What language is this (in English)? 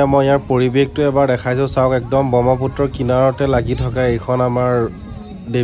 Assamese